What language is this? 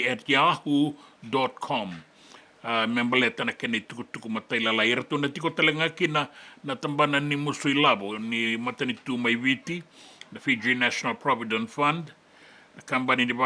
Fijian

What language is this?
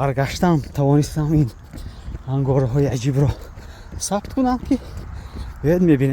Tajik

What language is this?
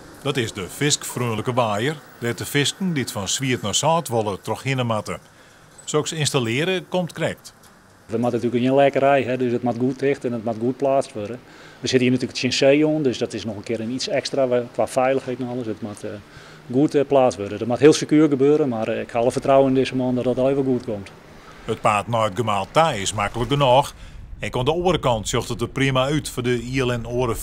Western Frisian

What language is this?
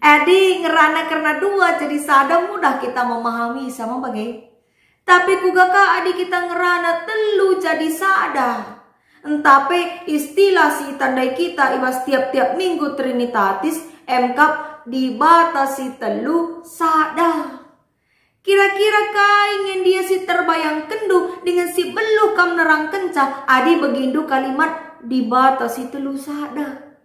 Batak Karo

